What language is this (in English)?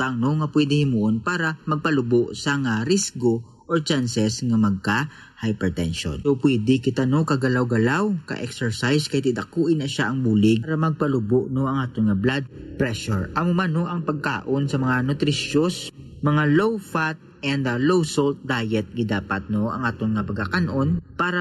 Hiligaynon